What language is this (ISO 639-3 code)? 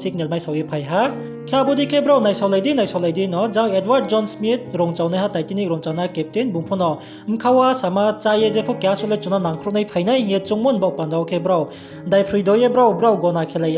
ria